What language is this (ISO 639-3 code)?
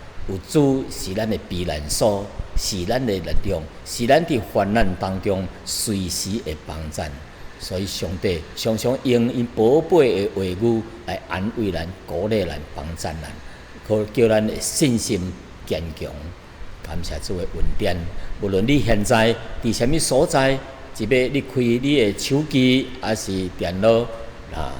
nan